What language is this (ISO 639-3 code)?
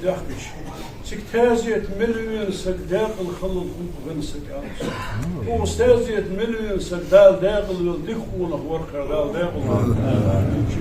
inh